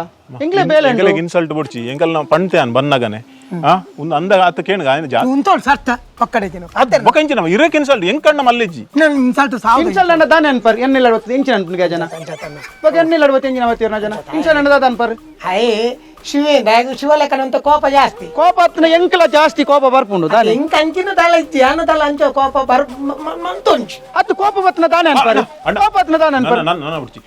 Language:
Tulu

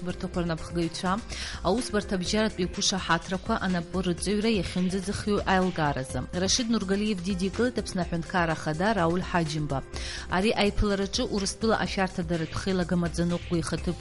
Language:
Abkhazian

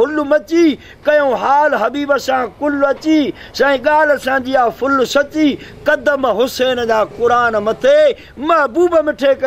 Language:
Sindhi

